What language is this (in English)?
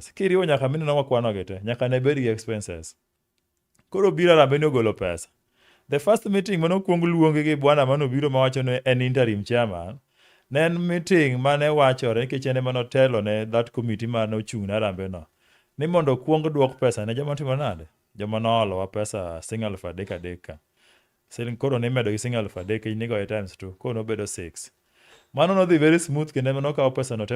Luo (Kenya and Tanzania)